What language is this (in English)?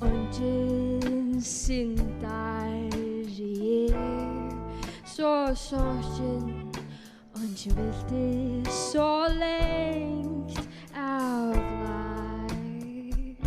Faroese